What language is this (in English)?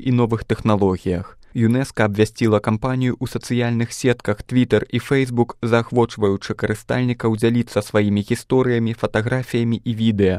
Belarusian